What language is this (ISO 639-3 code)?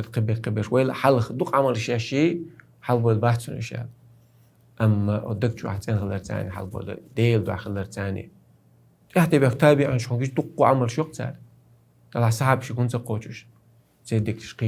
che